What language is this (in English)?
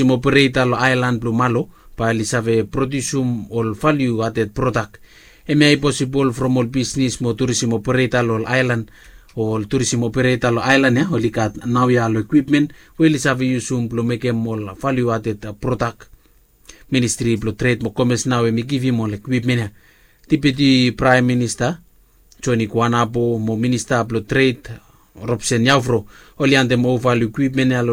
Bislama